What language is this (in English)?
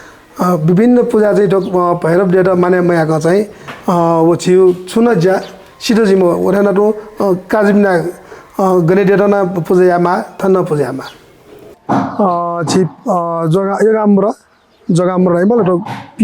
Newari